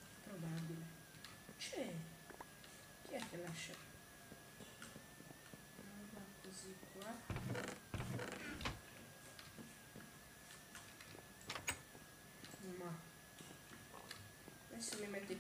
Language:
Italian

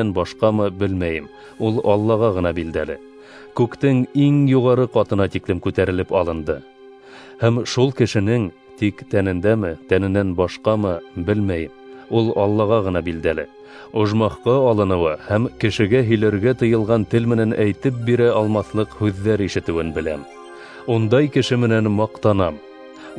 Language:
Bashkir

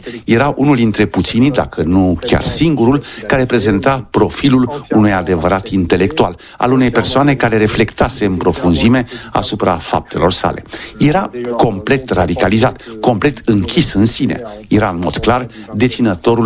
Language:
Romanian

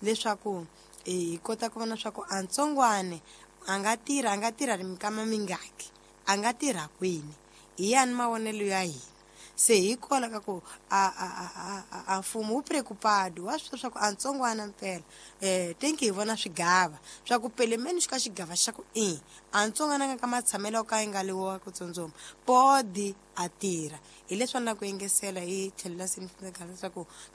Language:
Tsonga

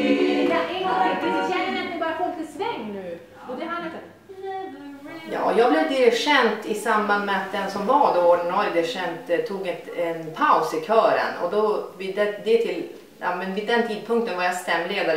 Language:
Swedish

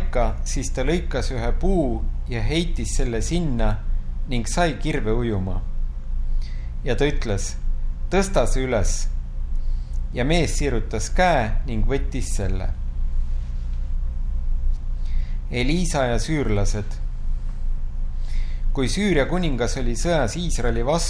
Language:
Estonian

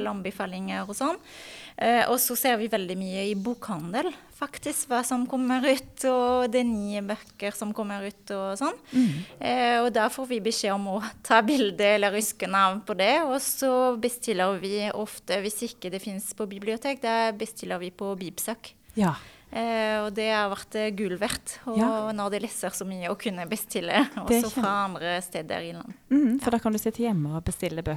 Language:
Norwegian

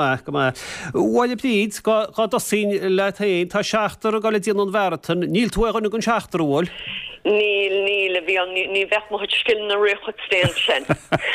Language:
Irish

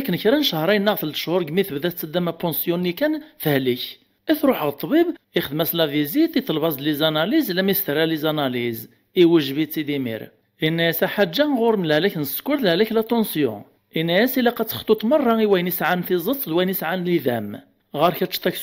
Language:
Kabyle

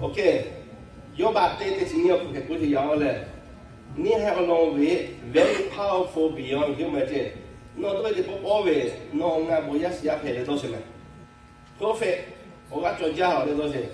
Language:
Lahu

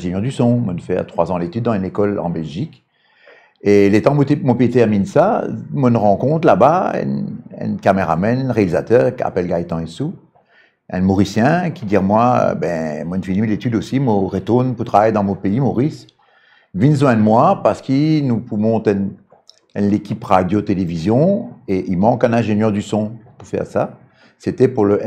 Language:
Morisyen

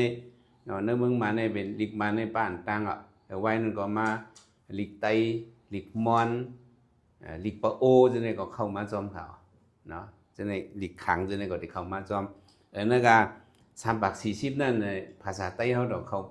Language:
Shan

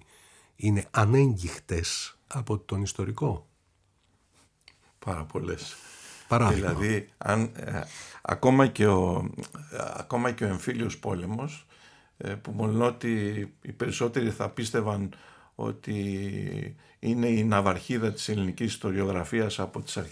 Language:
Greek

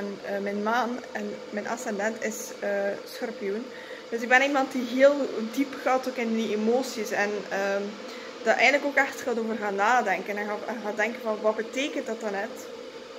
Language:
Dutch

